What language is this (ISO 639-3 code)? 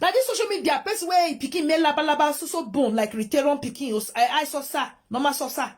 pcm